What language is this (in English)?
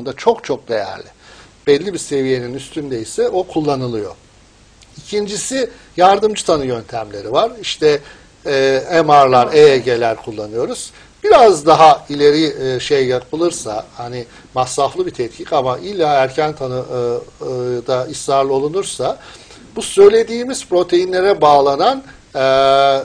Turkish